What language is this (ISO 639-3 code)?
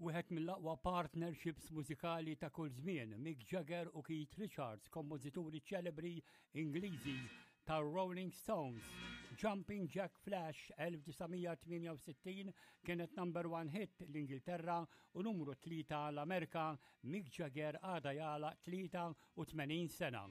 mlt